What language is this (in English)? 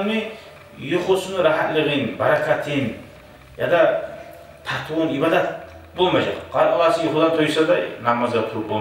Kumyk